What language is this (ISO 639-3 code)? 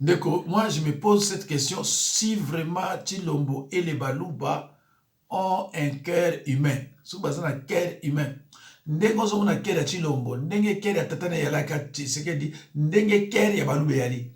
lin